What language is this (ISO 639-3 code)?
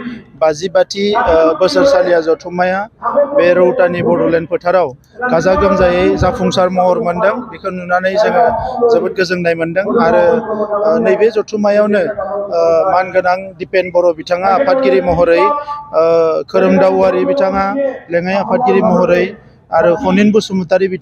brx